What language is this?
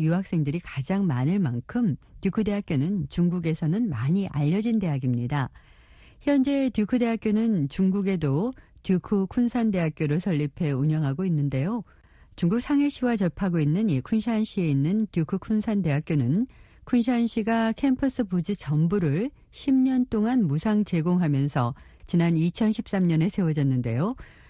Korean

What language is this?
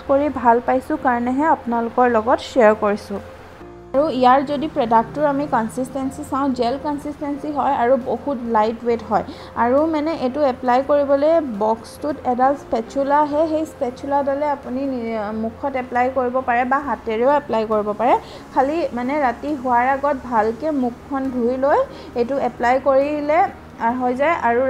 Assamese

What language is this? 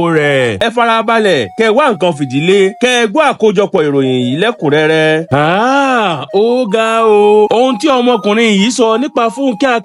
Yoruba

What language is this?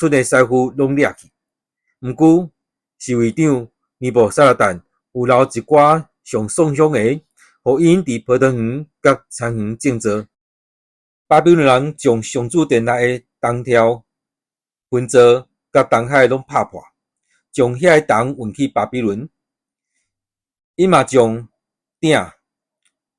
Min Nan Chinese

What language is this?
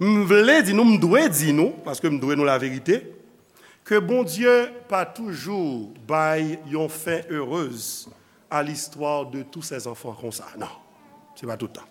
Haitian Creole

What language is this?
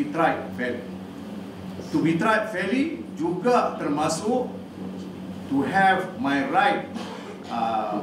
Malay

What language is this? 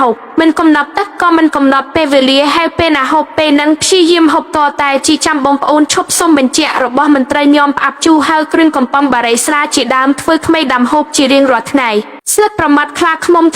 Khmer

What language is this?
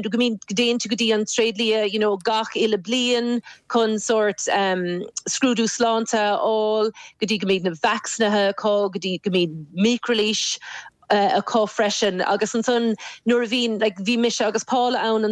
Irish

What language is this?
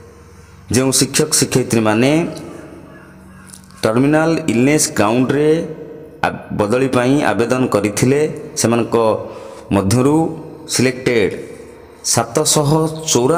Odia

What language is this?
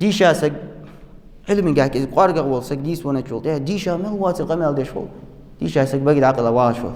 Ingush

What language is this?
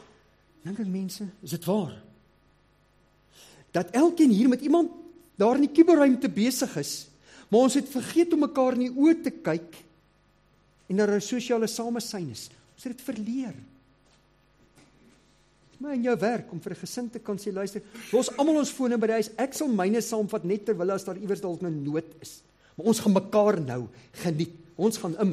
Afrikaans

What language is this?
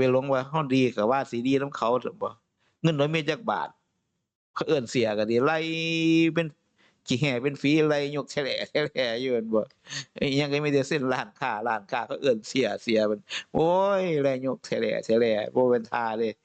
Northeastern Thai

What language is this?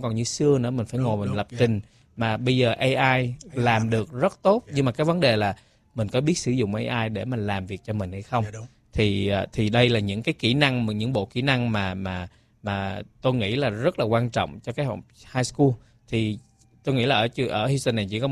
Vietnamese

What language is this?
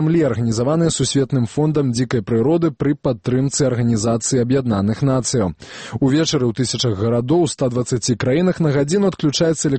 Belarusian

